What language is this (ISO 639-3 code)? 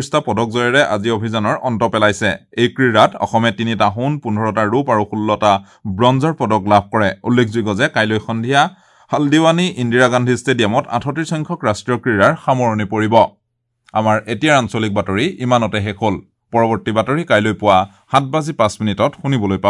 asm